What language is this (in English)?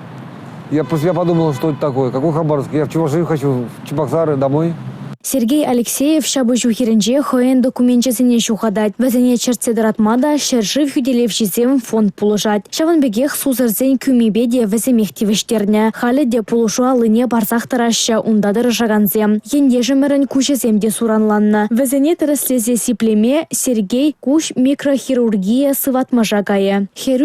Chuvash